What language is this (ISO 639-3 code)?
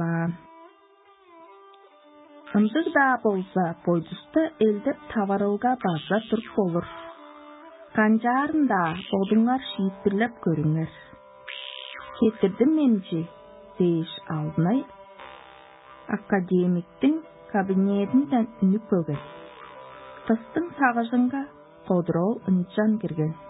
tyv